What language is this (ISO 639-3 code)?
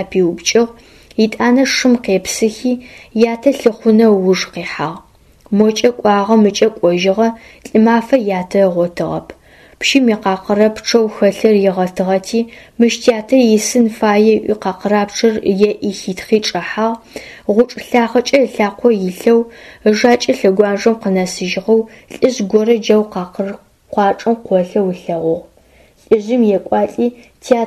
ady